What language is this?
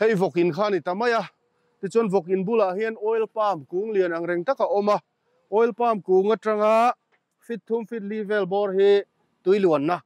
Mizo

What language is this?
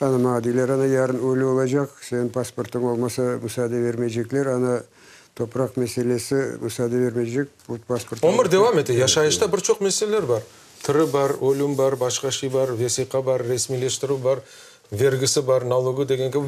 Crimean Tatar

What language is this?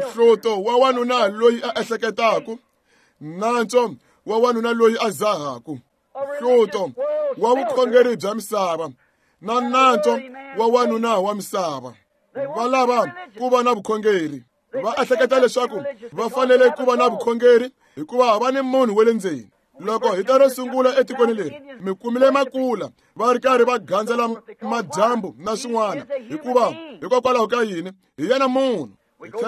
Tsonga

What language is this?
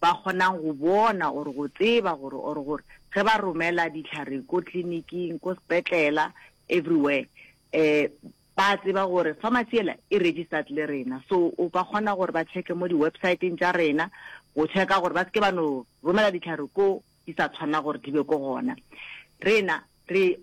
Northern Sotho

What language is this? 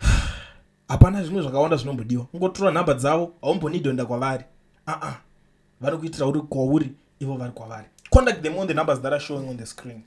Shona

